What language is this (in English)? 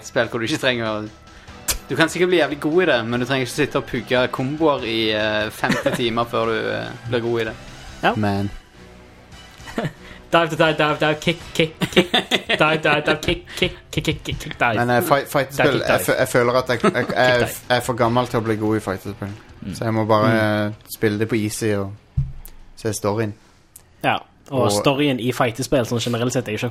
Norwegian